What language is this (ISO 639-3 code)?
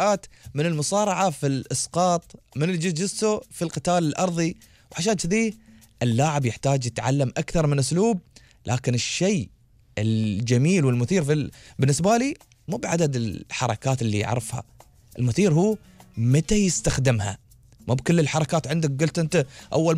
afb